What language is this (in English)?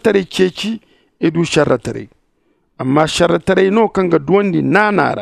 Zarma